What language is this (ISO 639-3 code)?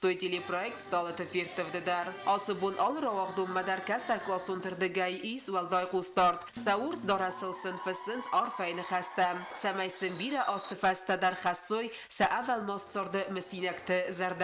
oss